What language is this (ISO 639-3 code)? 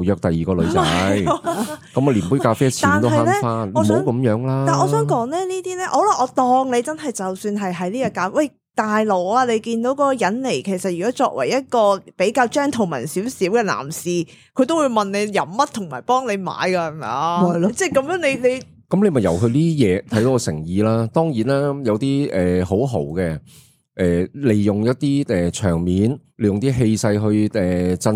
yue